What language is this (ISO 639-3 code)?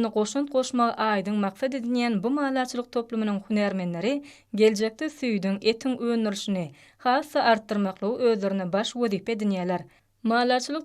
tuk